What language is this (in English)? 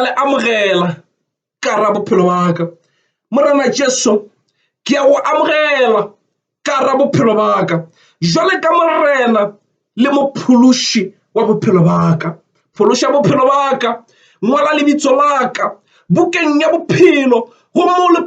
Northern Sotho